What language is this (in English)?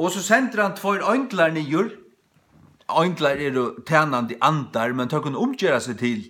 Faroese